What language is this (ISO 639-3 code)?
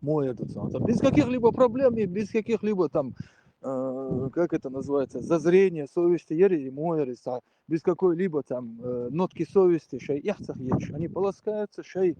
che